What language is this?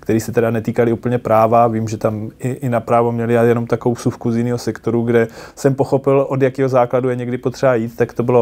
Czech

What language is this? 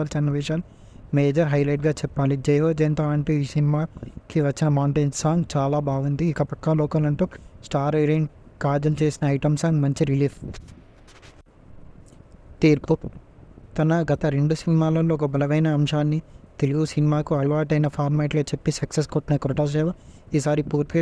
Telugu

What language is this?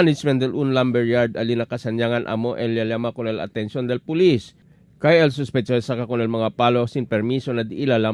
Chavacano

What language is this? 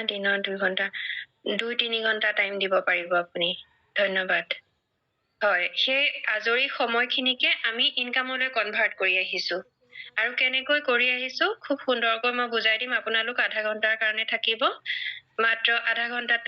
Assamese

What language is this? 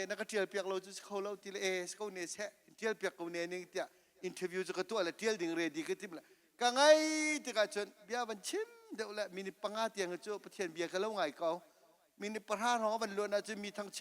Hakha Chin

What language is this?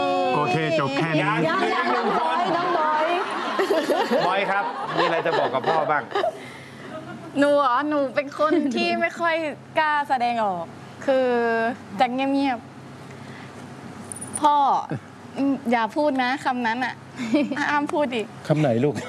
Thai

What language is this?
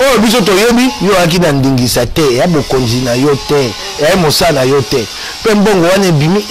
Lingala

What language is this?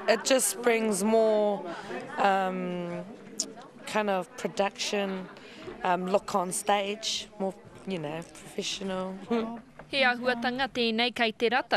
Māori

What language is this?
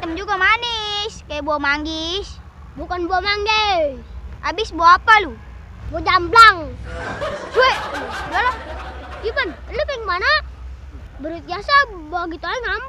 Betawi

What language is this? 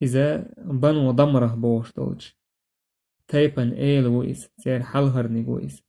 Chechen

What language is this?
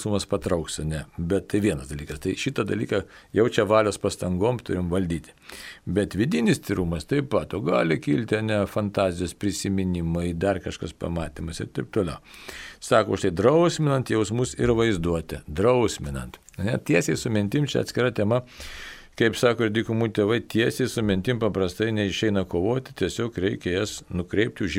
Lithuanian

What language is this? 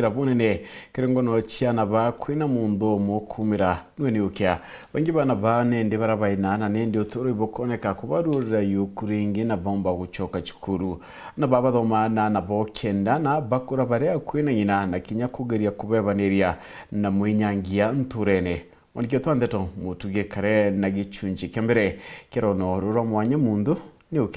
Meru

